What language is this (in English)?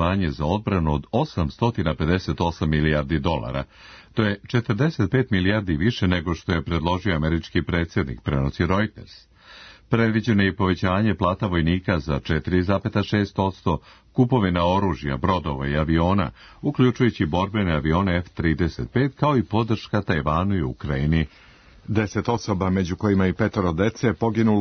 Serbian